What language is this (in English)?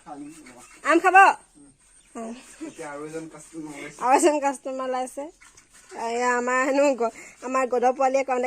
Assamese